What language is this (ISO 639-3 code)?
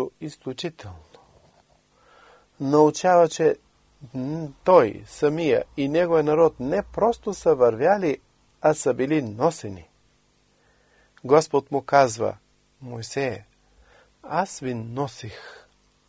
bul